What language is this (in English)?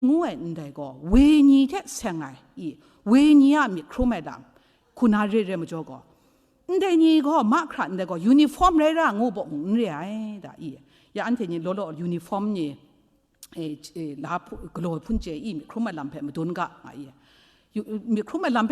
Kachin